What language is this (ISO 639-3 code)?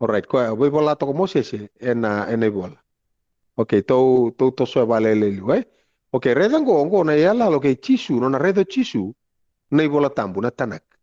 fij